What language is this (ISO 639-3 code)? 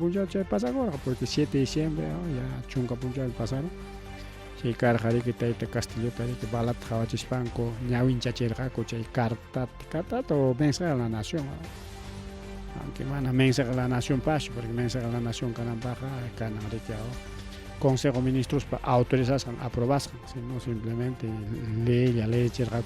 quy